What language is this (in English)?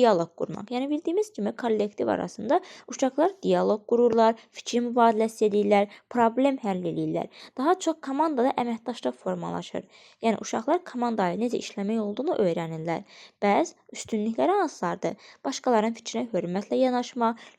Azerbaijani